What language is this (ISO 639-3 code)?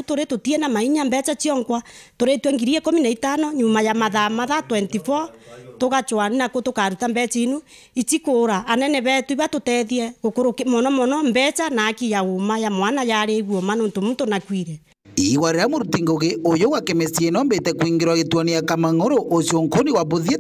mer